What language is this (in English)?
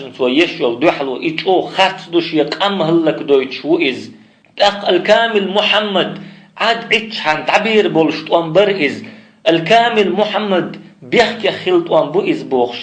Chechen